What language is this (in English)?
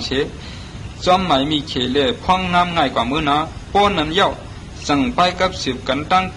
Shan